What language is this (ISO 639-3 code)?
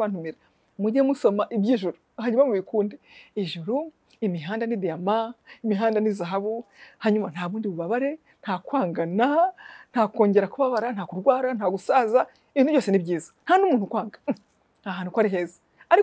kin